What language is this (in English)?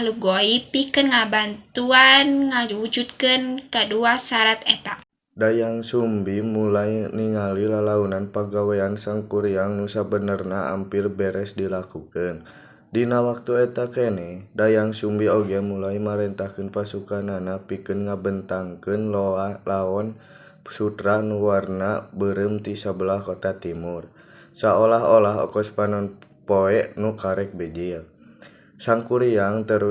Sundanese